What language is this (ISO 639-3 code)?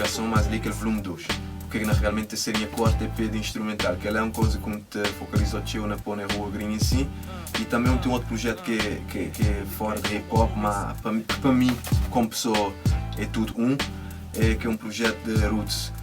kea